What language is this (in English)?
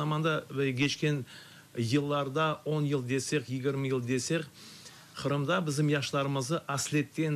Crimean Tatar